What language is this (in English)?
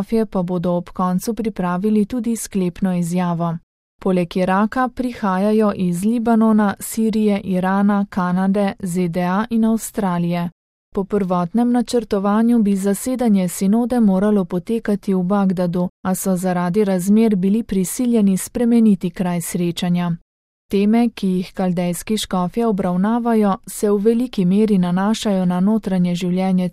Slovenian